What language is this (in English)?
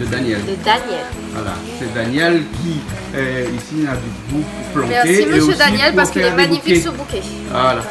Réunion Creole French